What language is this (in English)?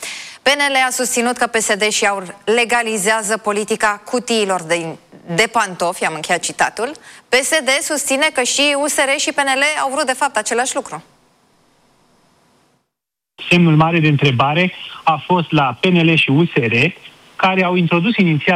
Romanian